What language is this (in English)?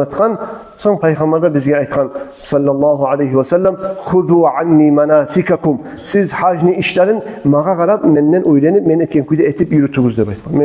Kumyk